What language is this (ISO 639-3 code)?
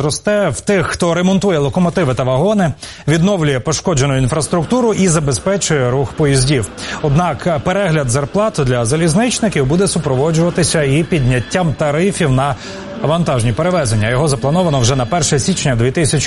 ukr